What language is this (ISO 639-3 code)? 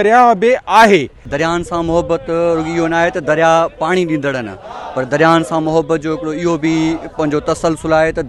snd